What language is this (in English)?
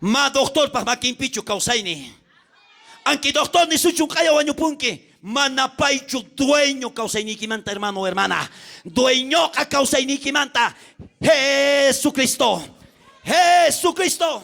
South Bolivian Quechua